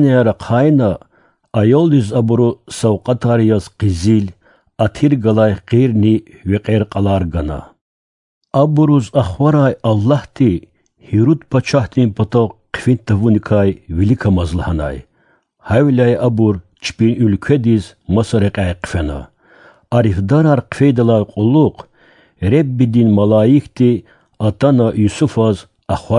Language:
Lezghian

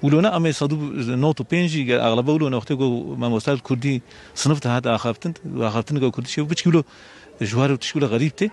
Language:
Kurdish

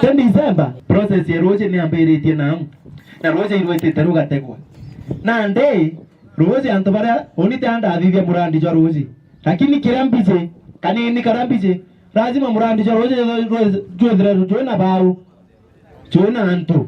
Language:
Meru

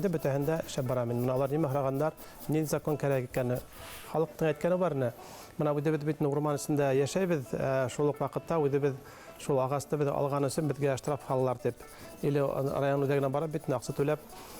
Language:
Bashkir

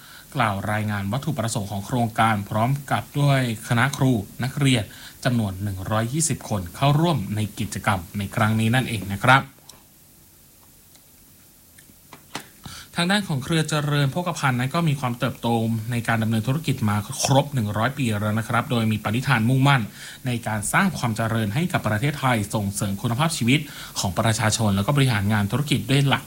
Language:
Thai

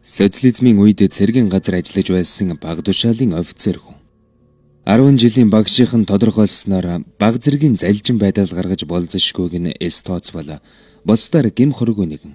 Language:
Mongolian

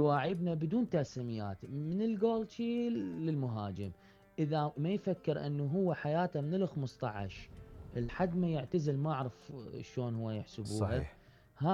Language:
Mesopotamian Arabic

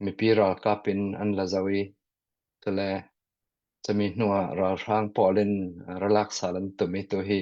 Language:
Hakha Chin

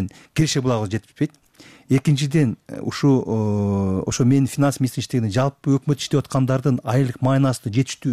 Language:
Kyrgyz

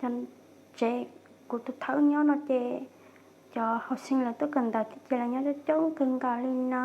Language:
Hmong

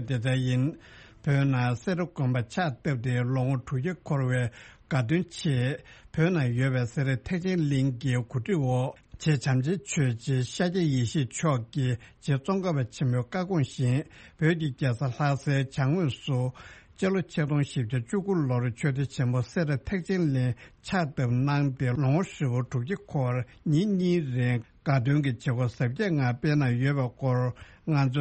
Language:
Tibetan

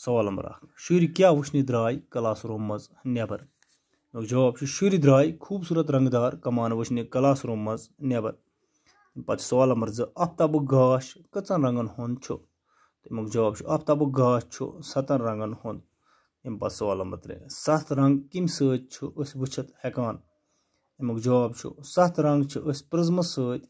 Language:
Kashmiri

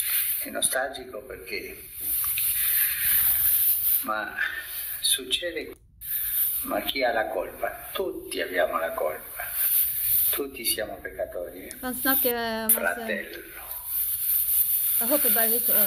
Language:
Norwegian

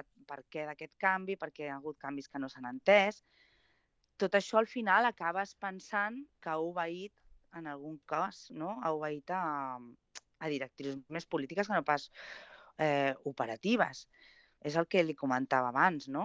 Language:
Catalan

